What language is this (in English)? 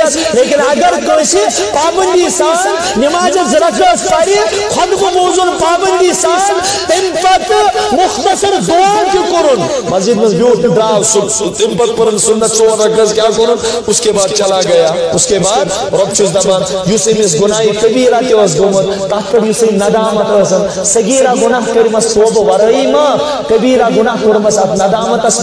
Kashmiri